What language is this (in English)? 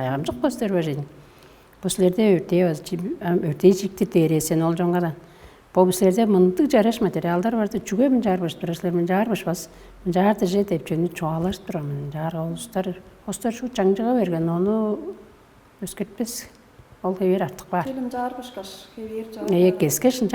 Tuvinian